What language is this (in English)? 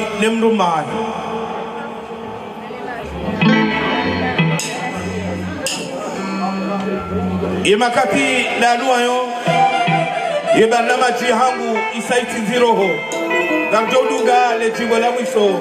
Swahili